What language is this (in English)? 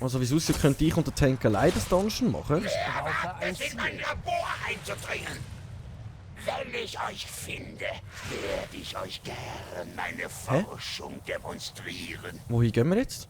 Swiss German